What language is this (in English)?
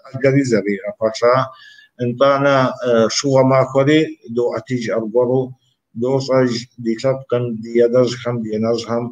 Kabardian